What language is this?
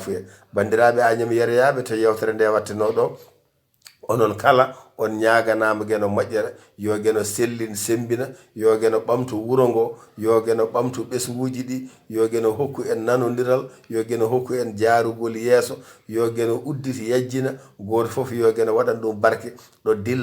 Fula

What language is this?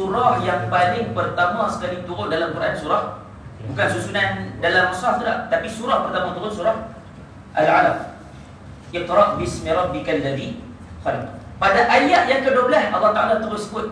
Malay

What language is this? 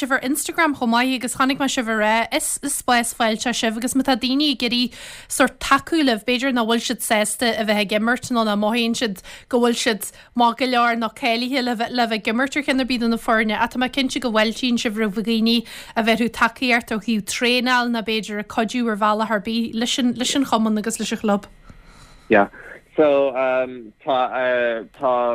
Irish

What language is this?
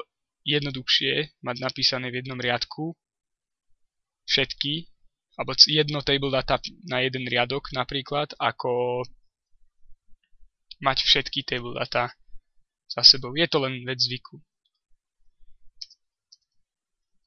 Slovak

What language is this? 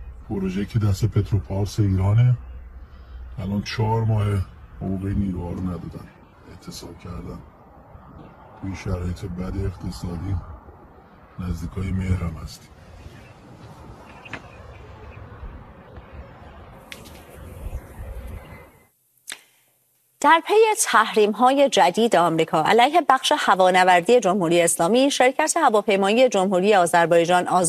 Persian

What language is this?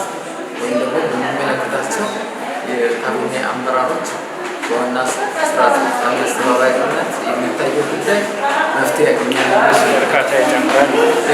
Amharic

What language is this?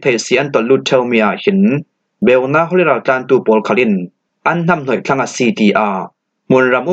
Falam Chin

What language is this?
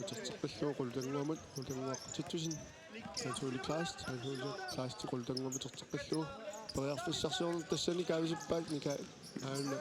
Kalaallisut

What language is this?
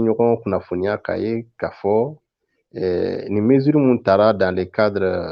Bambara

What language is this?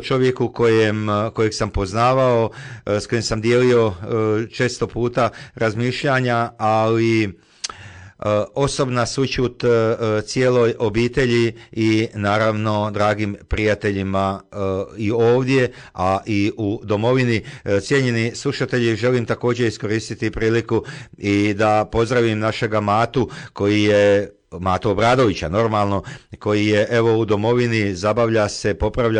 Croatian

